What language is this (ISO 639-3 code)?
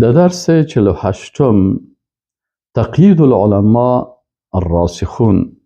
fas